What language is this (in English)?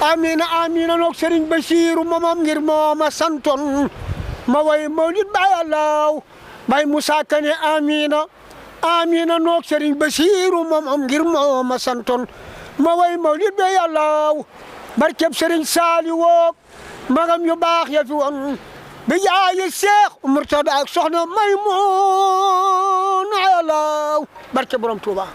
Wolof